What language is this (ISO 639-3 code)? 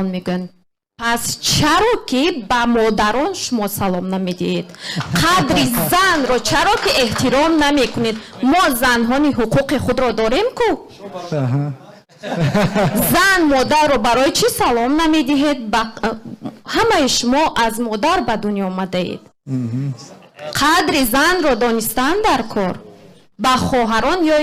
tgk